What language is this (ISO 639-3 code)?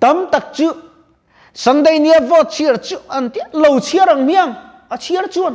lus